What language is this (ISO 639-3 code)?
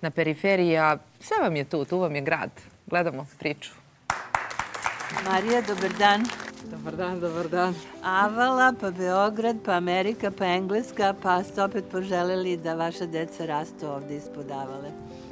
srp